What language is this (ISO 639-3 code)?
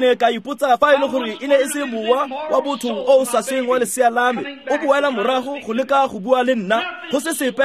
tsn